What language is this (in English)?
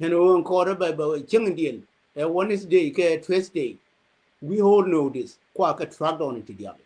Nuer